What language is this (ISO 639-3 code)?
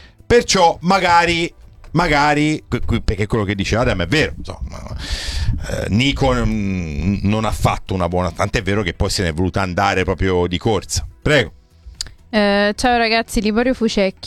ita